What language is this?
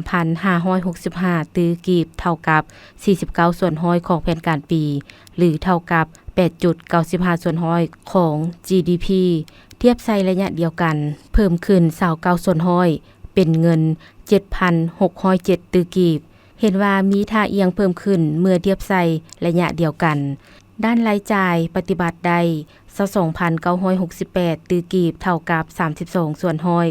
Lao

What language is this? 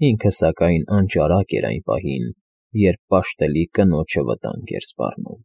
Armenian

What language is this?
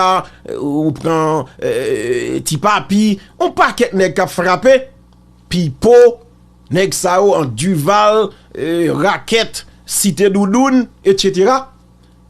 Haitian Creole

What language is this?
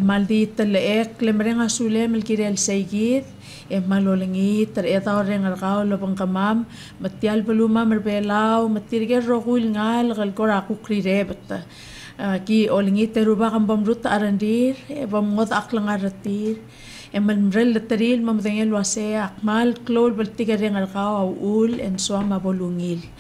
Palauan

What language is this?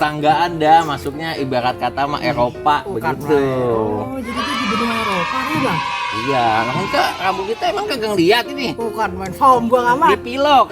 Betawi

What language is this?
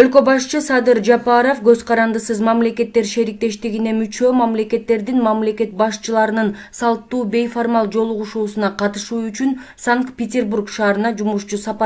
Kyrgyz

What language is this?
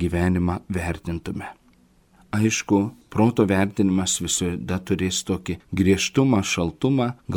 Lithuanian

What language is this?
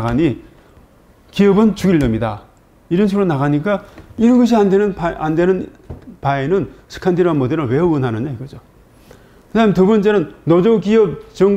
Korean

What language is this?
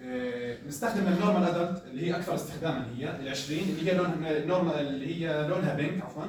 North Levantine Arabic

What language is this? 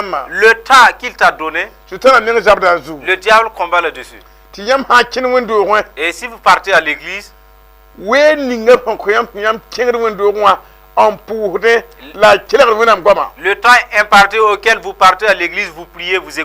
Mossi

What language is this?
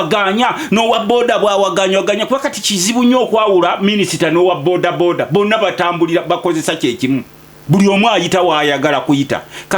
Ganda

